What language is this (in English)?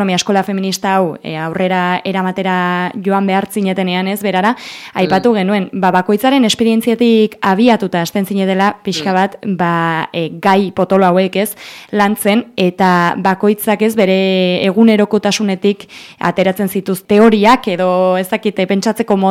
Basque